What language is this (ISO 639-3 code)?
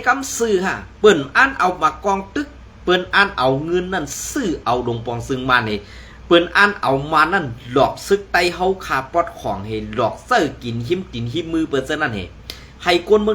shn